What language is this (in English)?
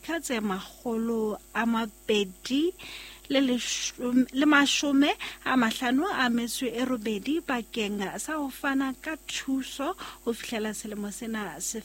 Southern Sotho